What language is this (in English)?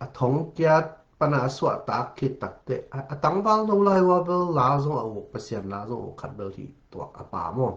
Tedim Chin